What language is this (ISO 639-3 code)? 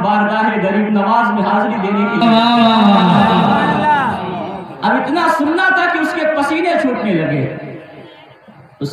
urd